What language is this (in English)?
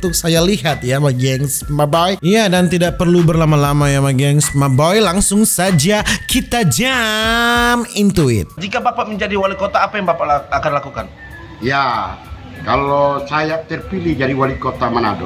Manado Malay